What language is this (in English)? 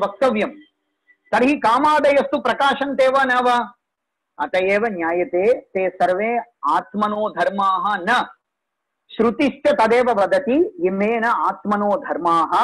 Sanskrit